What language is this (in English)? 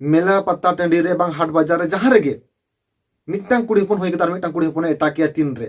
Santali